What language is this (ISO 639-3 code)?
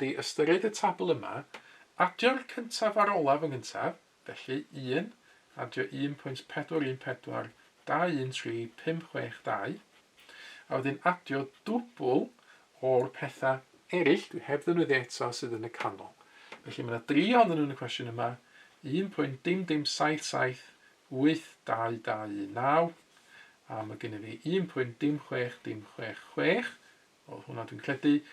cym